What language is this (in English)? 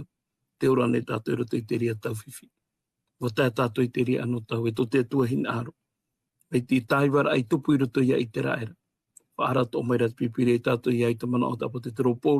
Tahitian